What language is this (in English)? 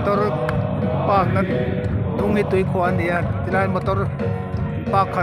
Hmar